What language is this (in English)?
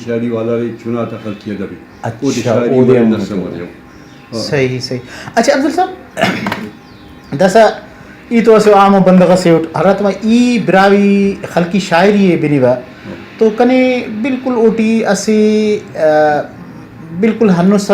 Brahui